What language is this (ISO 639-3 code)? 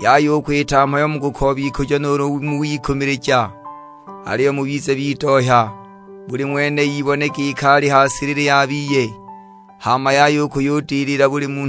suk